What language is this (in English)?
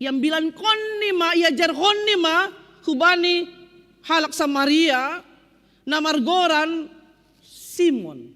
Batak Simalungun